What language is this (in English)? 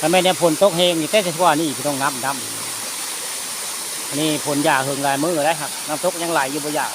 Northeastern Thai